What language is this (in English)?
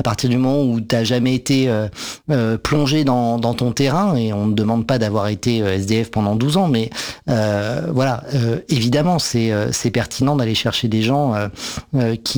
French